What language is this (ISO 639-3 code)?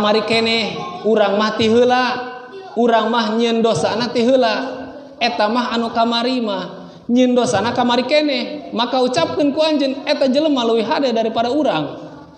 sun